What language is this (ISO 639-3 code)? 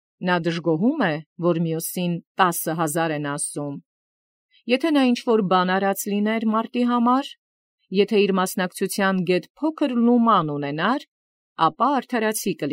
hye